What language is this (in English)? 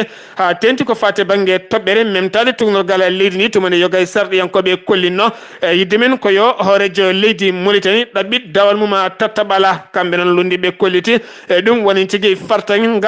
Fula